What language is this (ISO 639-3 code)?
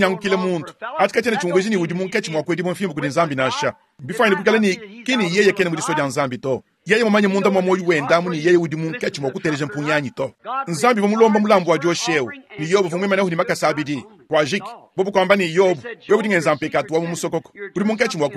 lua